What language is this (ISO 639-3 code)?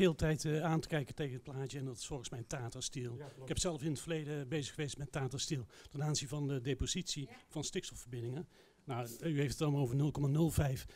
nld